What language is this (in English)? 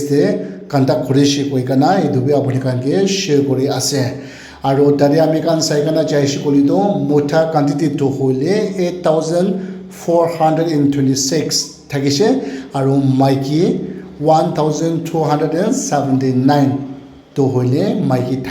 Naga Pidgin